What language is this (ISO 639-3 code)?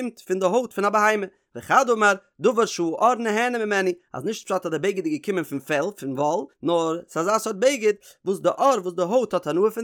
yid